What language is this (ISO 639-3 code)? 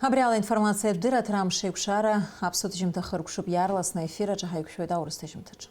abk